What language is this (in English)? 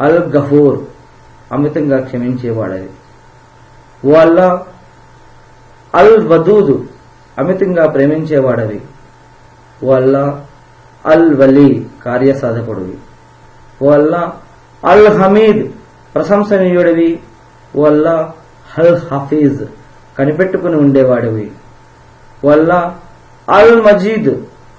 Telugu